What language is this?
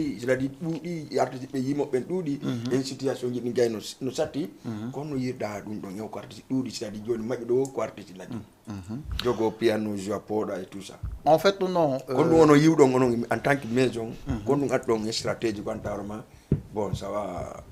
Fula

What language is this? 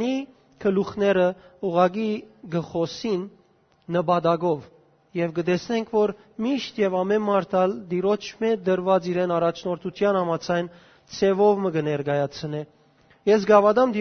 Western Armenian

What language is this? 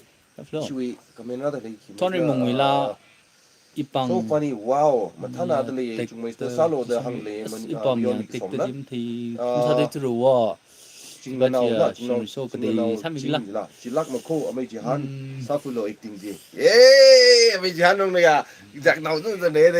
Tangkhul Naga (India)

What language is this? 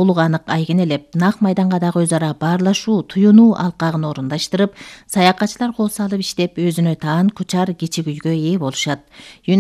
Kyrgyz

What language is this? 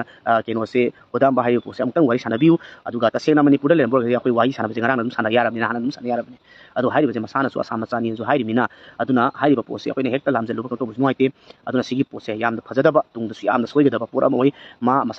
Manipuri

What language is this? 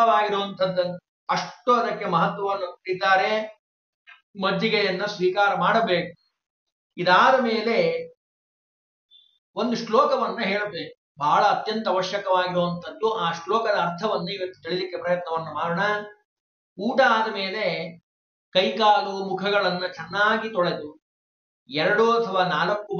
Kannada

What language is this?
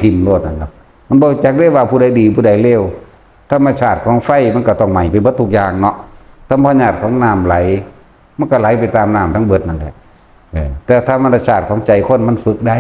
Northeastern Thai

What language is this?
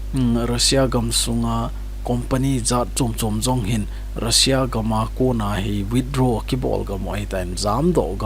Thado Chin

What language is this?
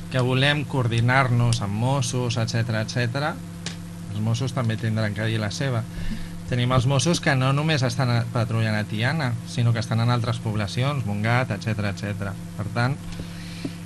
Catalan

